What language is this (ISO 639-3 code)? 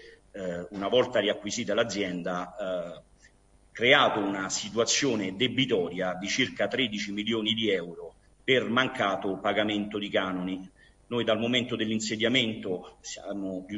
ita